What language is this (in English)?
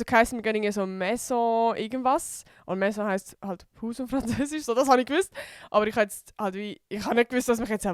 Swiss German